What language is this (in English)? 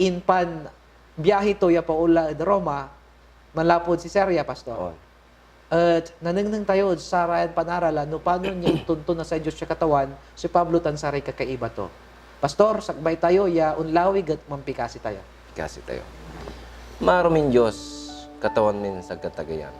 Pangasinan